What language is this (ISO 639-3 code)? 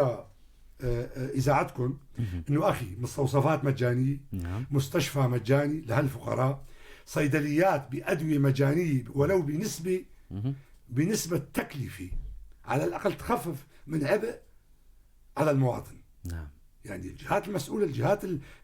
apc